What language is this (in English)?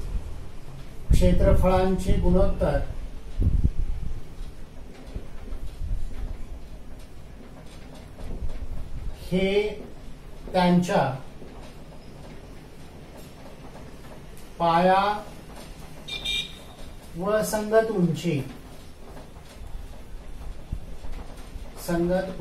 Marathi